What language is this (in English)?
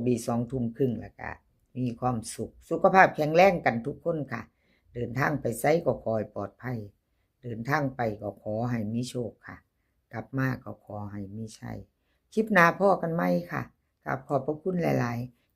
Northeastern Thai